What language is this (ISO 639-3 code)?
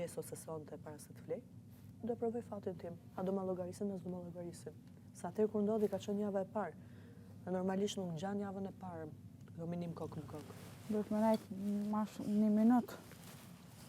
sqi